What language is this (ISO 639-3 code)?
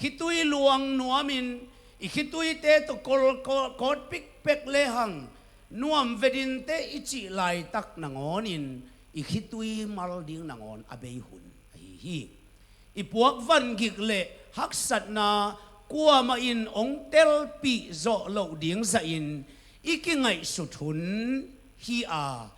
ctd